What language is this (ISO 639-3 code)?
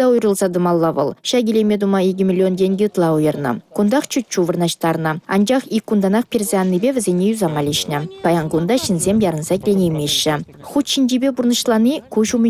chv